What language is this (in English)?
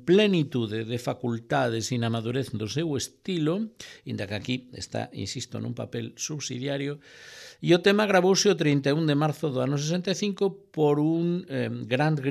Galician